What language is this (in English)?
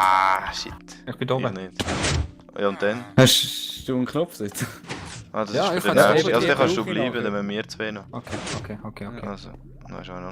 Swiss German